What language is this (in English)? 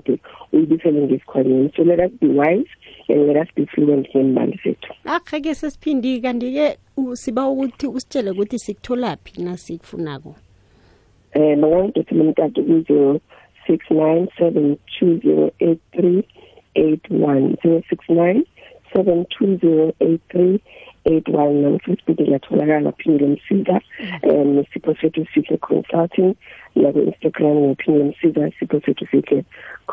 South Ndebele